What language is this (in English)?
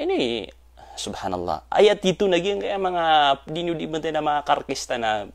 Maranao